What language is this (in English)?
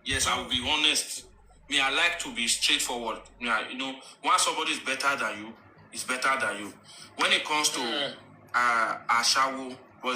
Nigerian Pidgin